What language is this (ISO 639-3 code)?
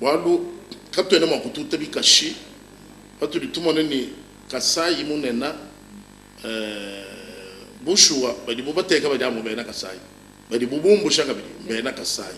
lua